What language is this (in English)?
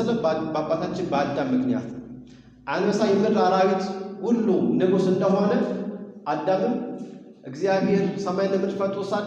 Amharic